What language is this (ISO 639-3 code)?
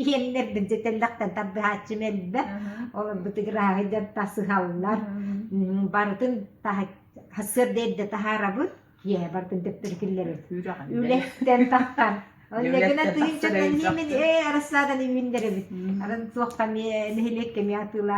sah